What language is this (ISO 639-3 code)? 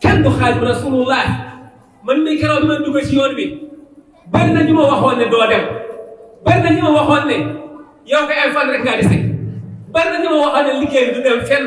wol